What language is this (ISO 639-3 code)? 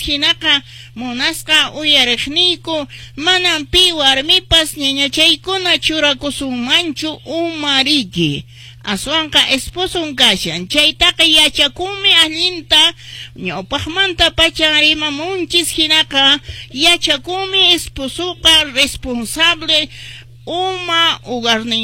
que